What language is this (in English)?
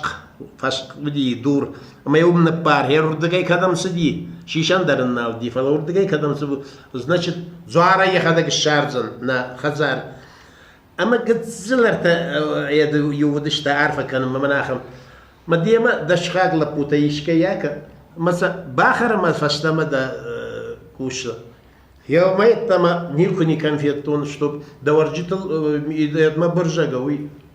Ossetic